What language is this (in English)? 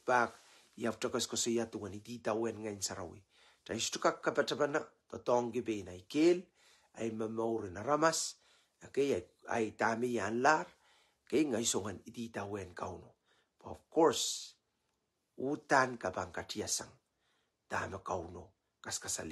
Pohnpeian